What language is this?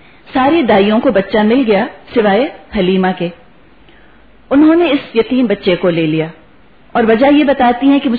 Urdu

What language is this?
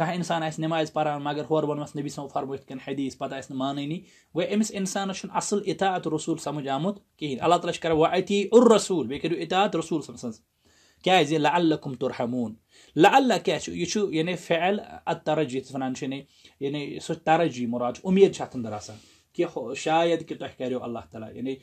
Kashmiri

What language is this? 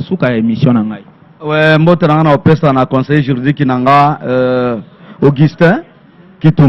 Lingala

